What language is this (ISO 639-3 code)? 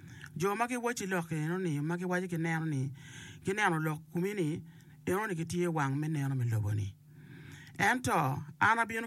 ach